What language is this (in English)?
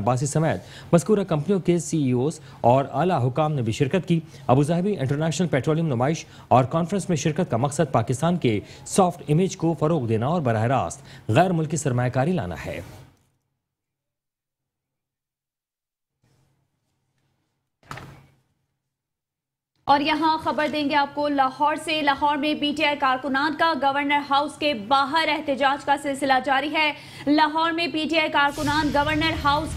Urdu